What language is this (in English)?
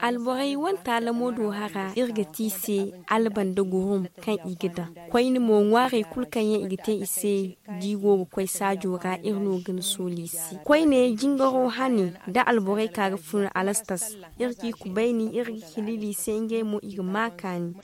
Zarma